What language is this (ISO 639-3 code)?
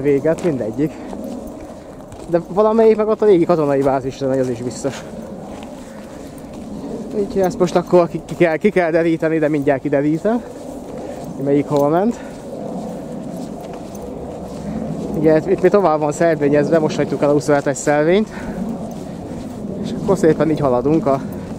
hun